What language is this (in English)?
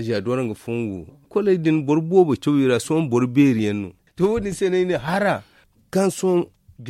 Zarma